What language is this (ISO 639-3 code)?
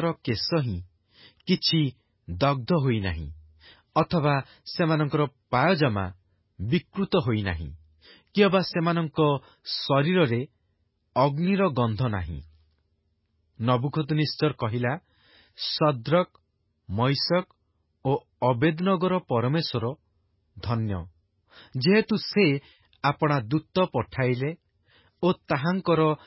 ori